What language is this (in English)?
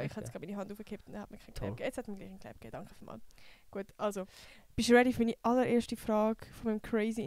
Swiss German